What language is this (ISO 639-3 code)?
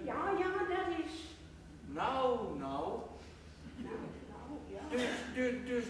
gos